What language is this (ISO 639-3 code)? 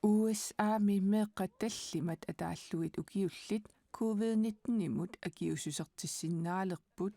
kal